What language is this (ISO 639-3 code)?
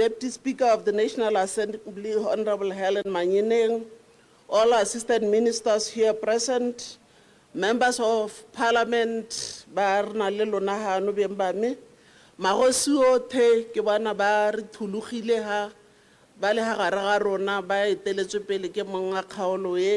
tsn